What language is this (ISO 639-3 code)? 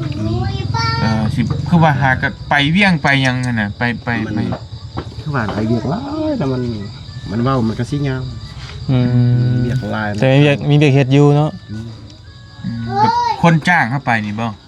lao